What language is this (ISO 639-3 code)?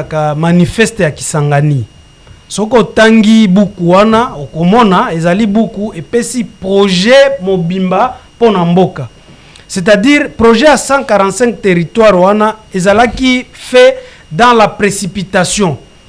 lin